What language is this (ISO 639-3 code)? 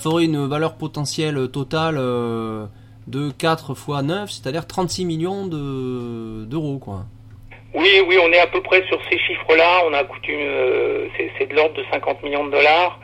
fra